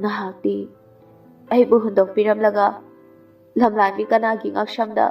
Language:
Manipuri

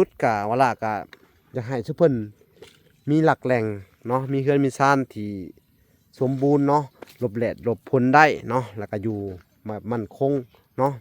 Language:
Lao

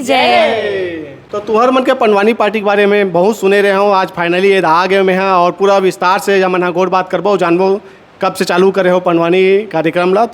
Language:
Chhattisgarhi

